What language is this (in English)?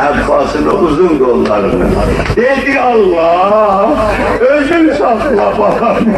South Azerbaijani